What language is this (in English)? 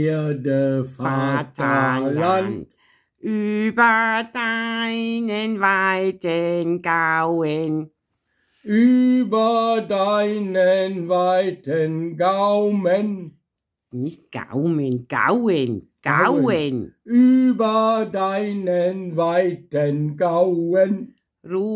Bavarian